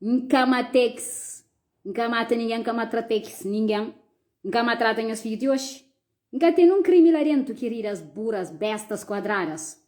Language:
Kabuverdianu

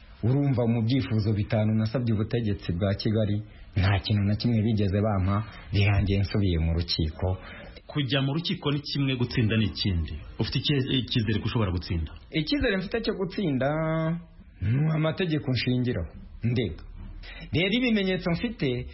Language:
Kinyarwanda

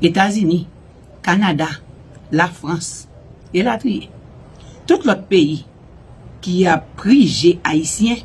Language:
Haitian Creole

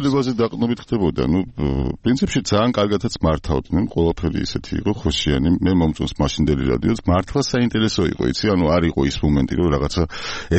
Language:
Georgian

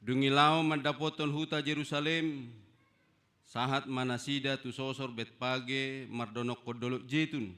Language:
Batak Toba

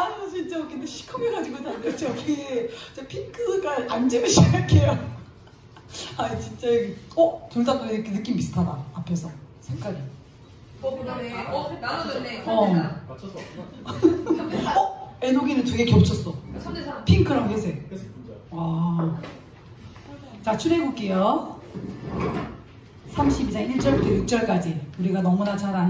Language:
Korean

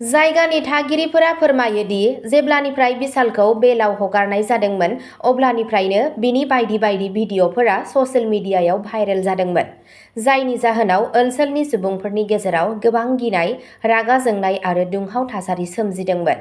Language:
Bodo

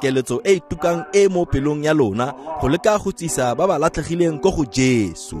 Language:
Tswana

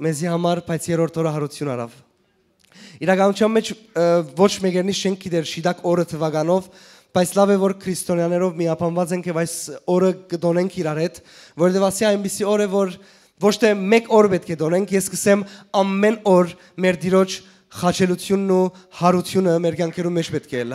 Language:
Western Armenian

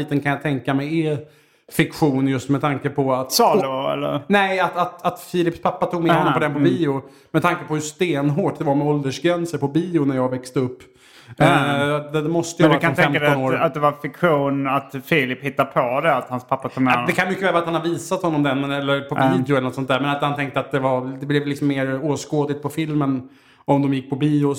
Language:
Swedish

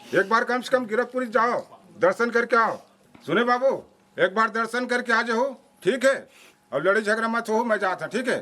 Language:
Chhattisgarhi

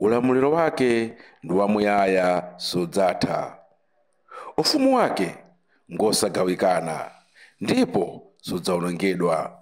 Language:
Nyanja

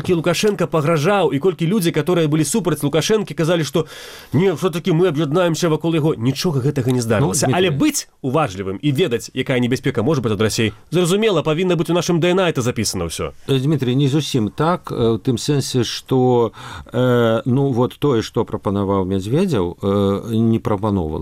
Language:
Belarusian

